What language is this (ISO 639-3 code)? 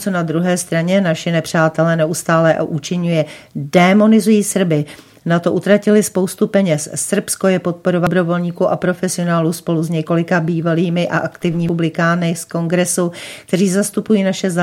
ces